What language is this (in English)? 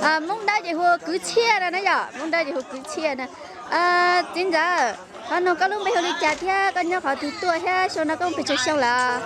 Hmong